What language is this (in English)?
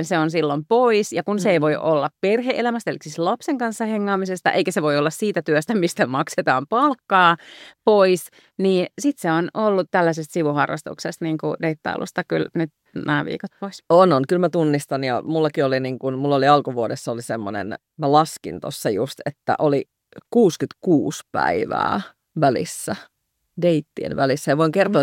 Finnish